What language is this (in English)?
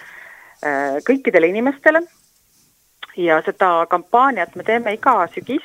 Estonian